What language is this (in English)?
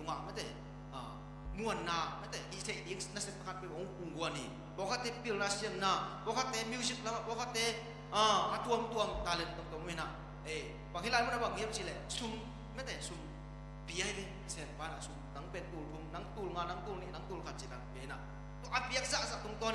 Tedim Chin